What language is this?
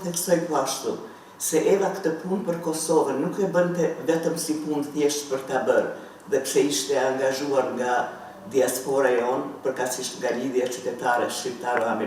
Albanian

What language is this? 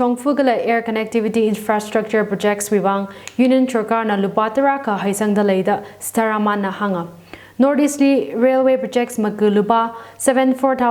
Tangkhul Naga (India)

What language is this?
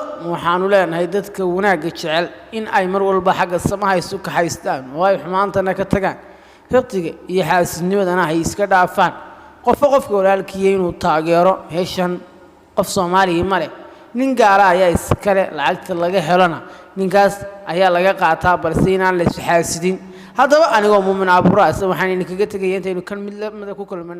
Somali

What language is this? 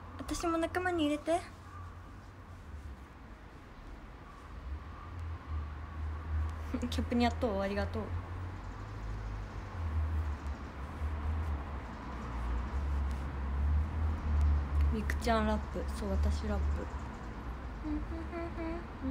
Japanese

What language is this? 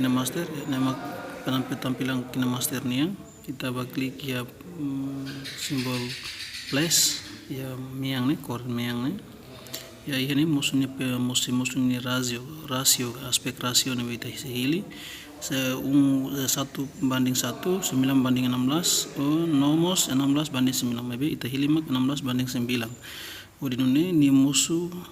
Tetum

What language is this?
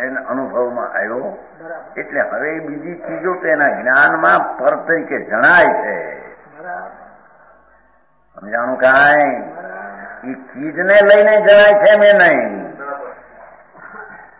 Gujarati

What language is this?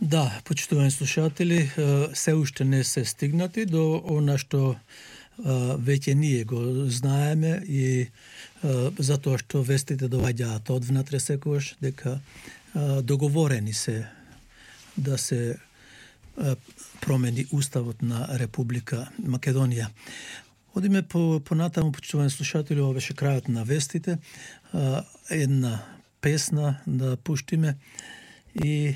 Macedonian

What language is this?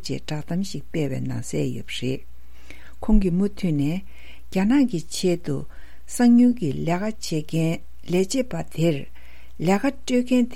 Tibetan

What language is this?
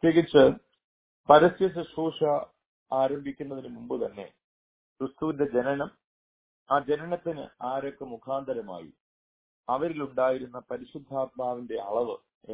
Malayalam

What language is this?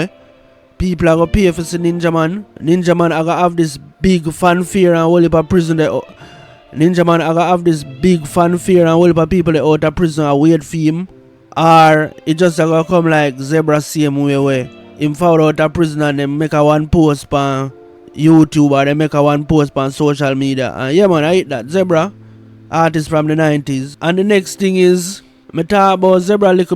Jamaican Creole English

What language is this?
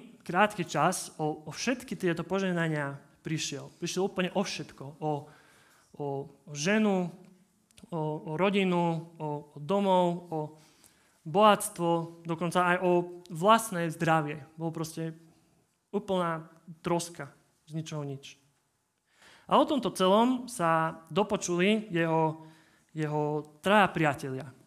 Slovak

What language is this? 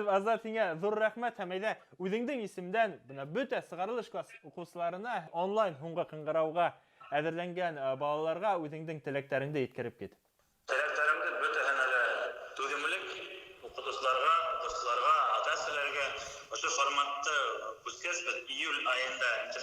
Bashkir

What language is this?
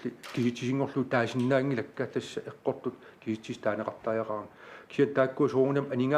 Kalaallisut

